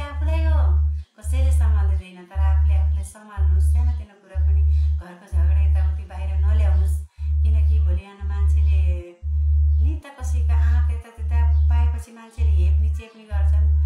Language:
Nepali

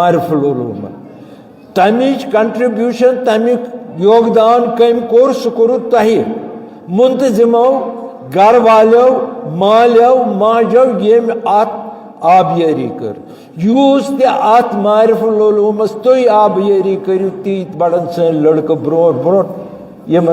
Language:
Kashmiri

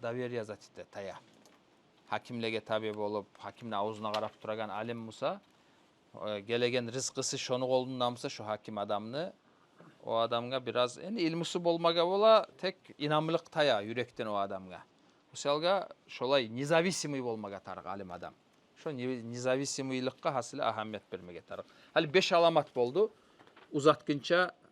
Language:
Kumyk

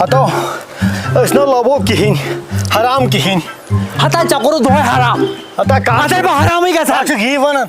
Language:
Kashmiri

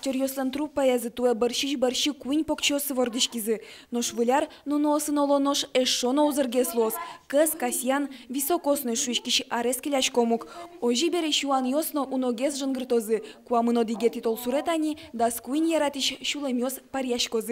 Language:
Udmurt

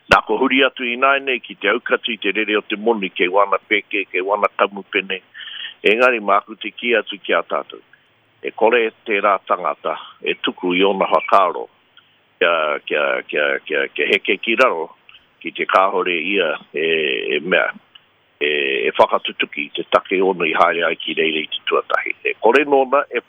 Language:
Māori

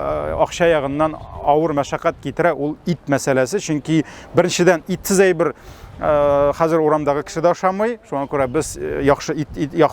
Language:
Tatar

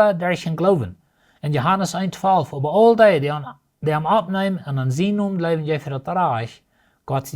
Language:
Plautdietsch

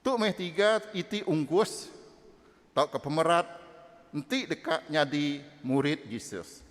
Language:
Iban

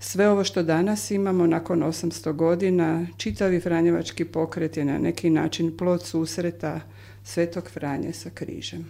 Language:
Croatian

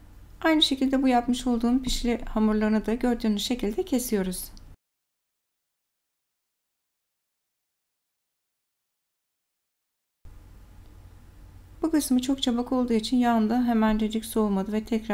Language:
Turkish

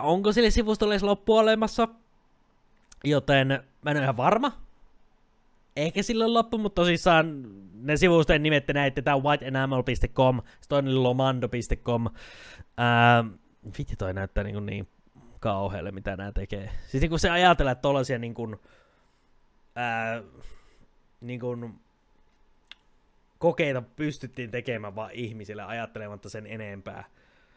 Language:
Finnish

